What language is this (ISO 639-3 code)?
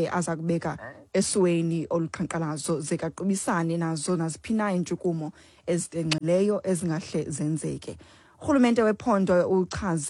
xho